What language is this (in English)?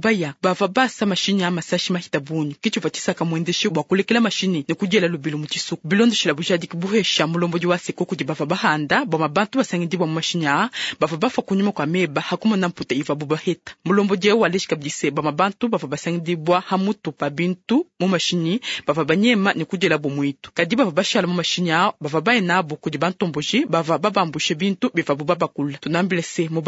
Luba-Lulua